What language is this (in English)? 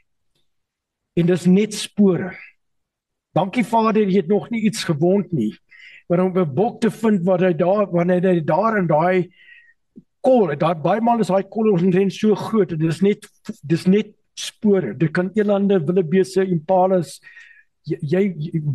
Afrikaans